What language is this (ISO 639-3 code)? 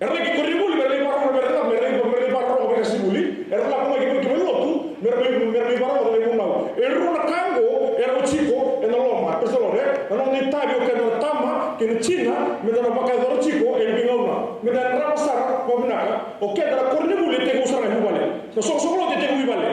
fij